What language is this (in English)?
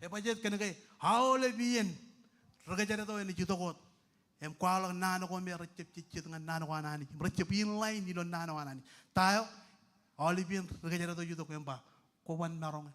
Marshallese